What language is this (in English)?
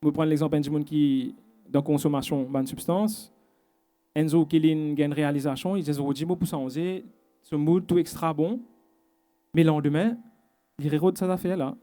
Morisyen